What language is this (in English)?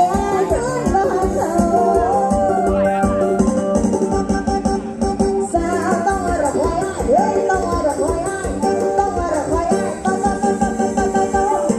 Thai